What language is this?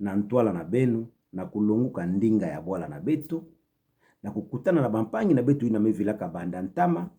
Kituba (Democratic Republic of Congo)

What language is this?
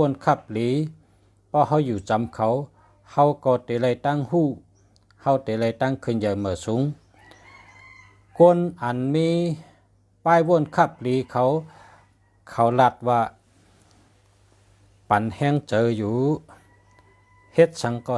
Shan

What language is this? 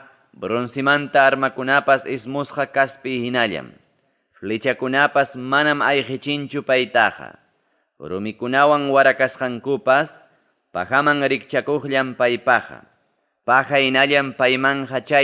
Ayacucho Quechua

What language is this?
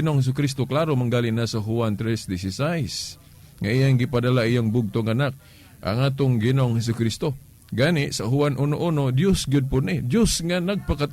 Cebuano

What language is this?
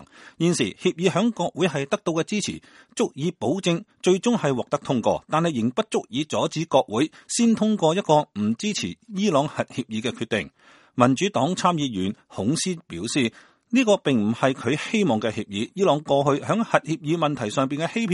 Cantonese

